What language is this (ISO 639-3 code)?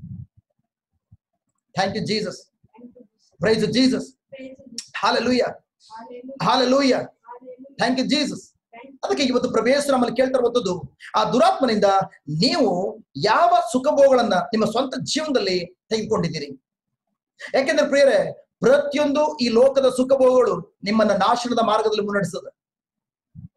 kan